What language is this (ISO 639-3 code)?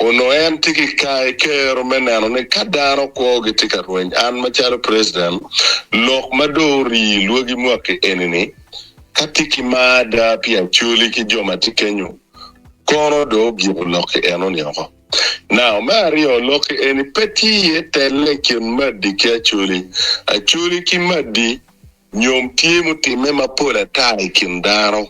ach